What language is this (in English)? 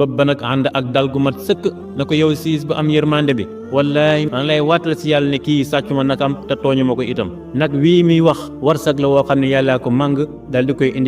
Wolof